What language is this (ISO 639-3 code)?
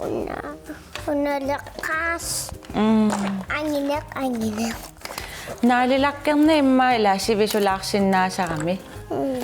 kal